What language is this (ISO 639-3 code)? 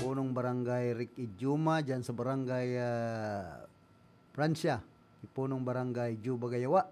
bik